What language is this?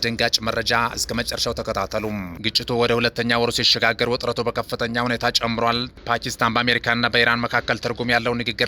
Amharic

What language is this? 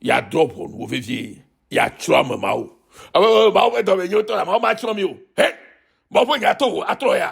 Ewe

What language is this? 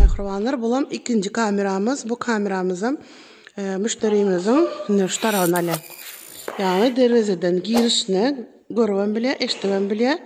Turkmen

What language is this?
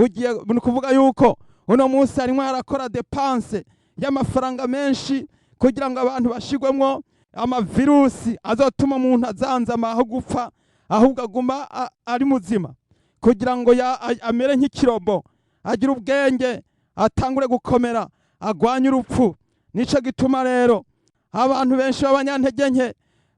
Rundi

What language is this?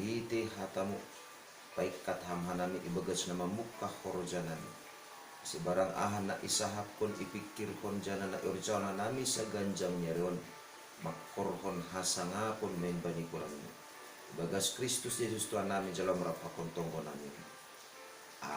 Batak Simalungun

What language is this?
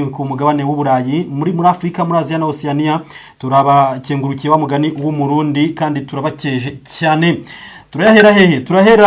Kinyarwanda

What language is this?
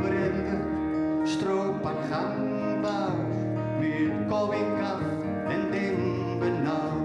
Gronings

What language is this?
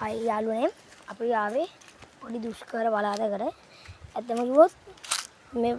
Sinhala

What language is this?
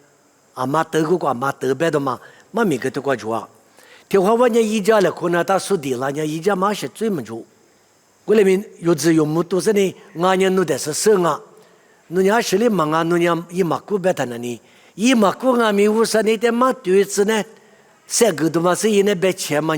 Lisu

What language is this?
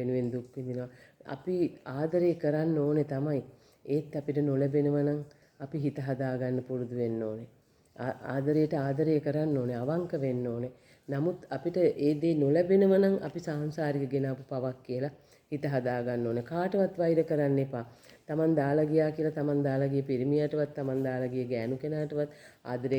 Sinhala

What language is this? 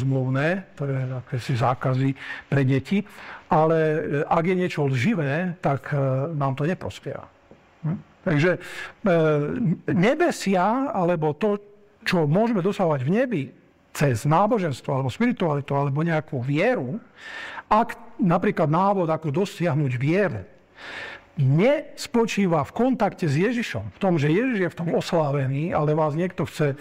Slovak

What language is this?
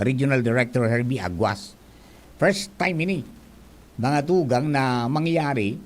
Bikol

